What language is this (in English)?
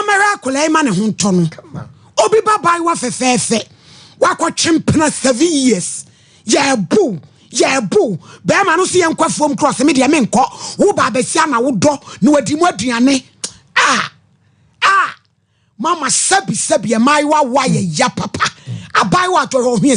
Akan